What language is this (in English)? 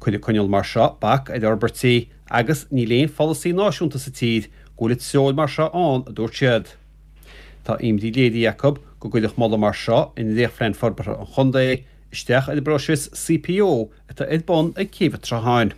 Irish